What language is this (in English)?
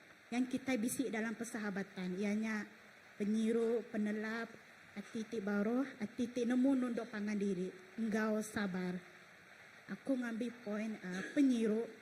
Iban